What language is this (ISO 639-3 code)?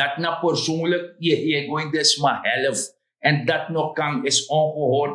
srn